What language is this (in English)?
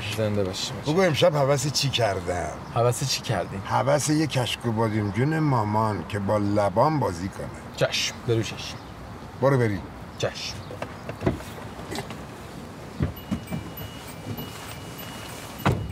Persian